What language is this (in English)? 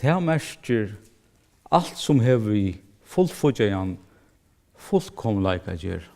Faroese